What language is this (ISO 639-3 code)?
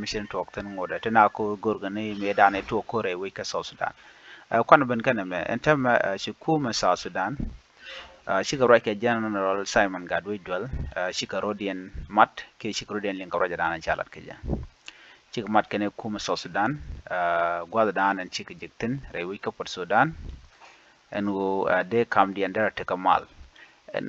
nus